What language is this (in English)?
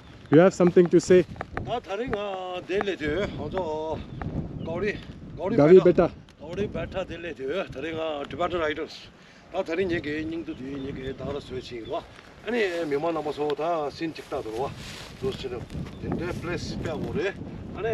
Tibetan